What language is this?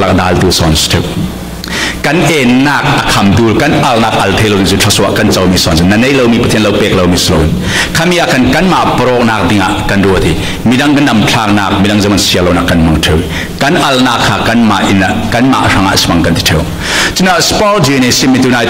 Falam Chin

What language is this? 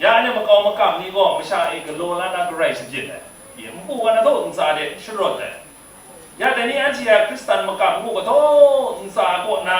Kachin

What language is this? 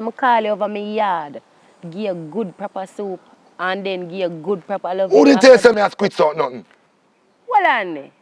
Jamaican Creole English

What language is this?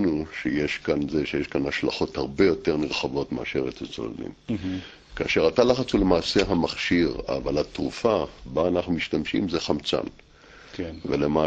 Hebrew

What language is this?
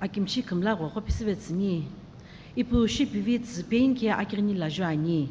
Sumi Naga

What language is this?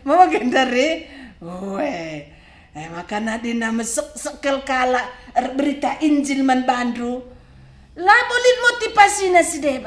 Batak Karo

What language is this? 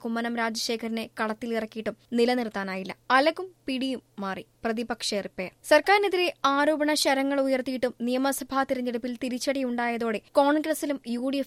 Malayalam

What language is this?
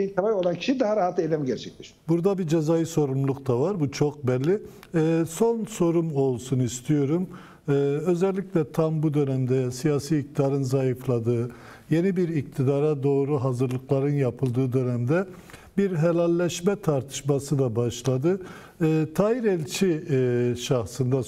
Turkish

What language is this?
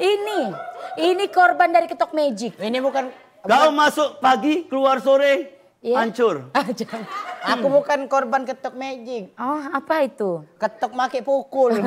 Musi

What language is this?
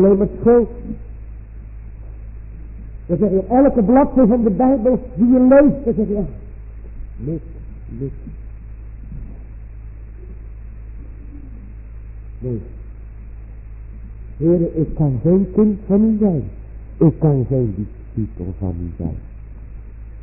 Dutch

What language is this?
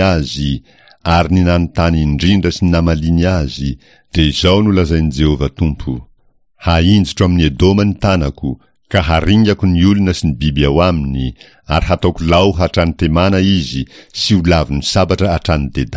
Malagasy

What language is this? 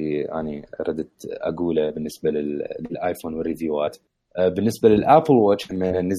Mesopotamian Arabic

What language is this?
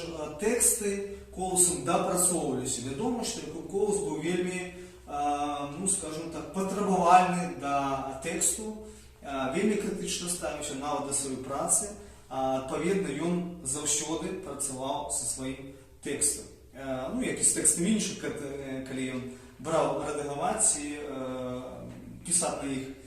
Belarusian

